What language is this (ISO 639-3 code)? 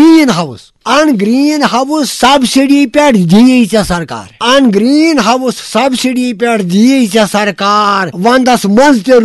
kas